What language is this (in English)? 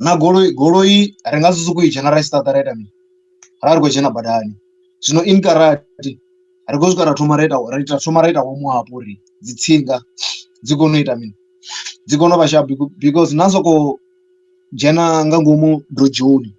Venda